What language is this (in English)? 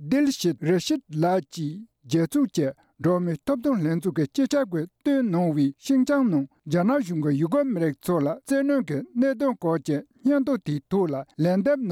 Tibetan